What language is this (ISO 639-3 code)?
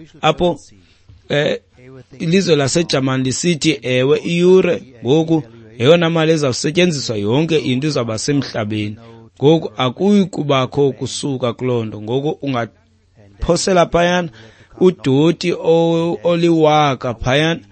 xho